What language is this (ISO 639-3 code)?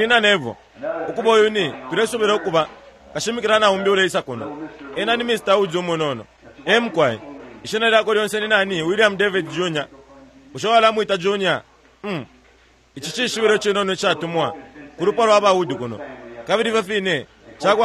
bem